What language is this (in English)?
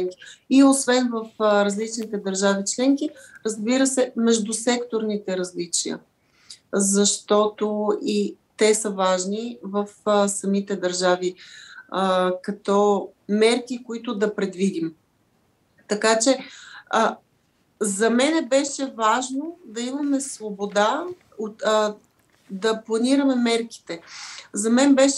Bulgarian